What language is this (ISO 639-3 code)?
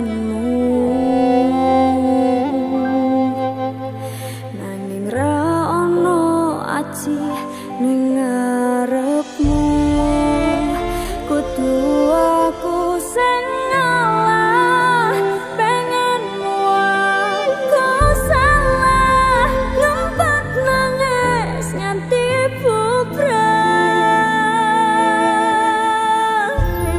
jav